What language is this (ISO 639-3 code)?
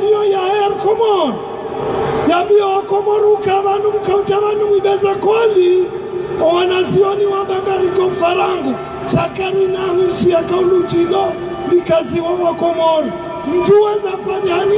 zdj